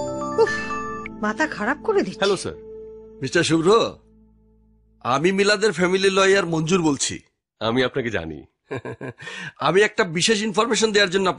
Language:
Bangla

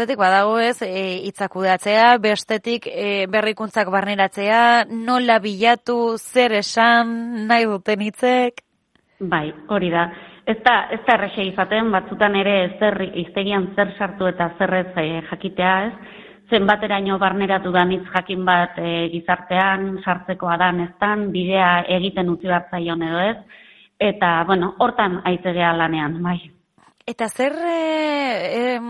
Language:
Basque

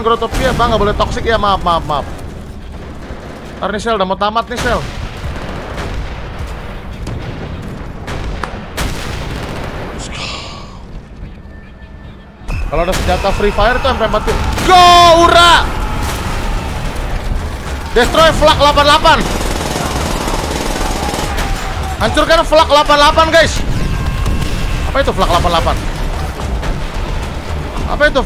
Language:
Indonesian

